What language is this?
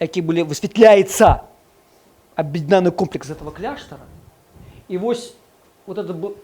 Belarusian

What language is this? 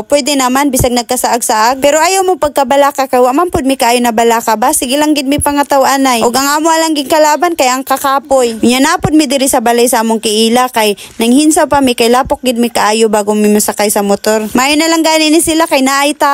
Cebuano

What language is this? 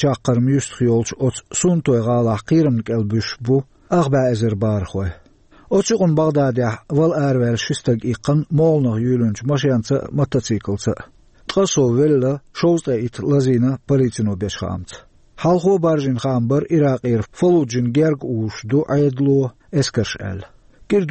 Chechen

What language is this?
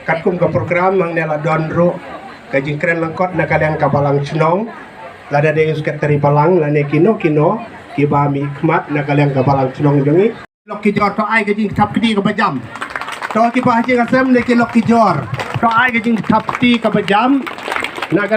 Khasi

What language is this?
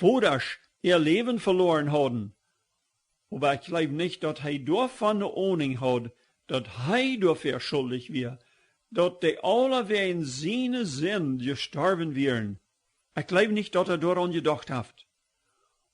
Plautdietsch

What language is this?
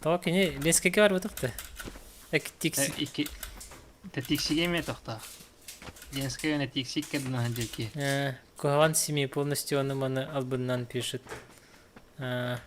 Yakut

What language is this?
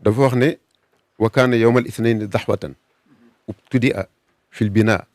Wolof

